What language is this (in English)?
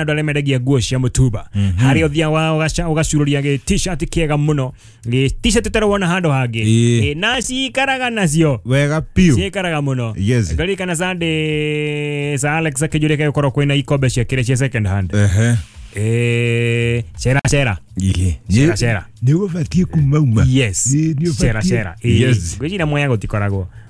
Kikuyu